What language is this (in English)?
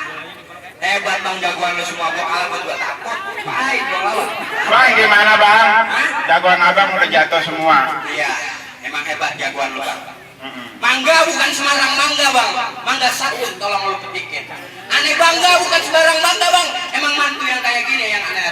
Betawi